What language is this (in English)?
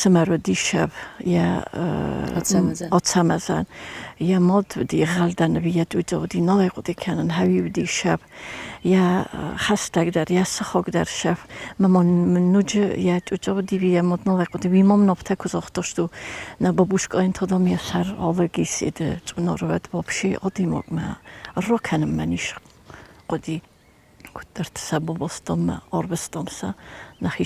Ossetic